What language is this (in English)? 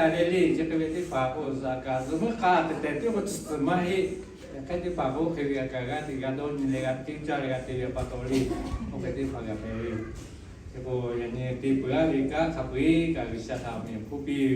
Lahu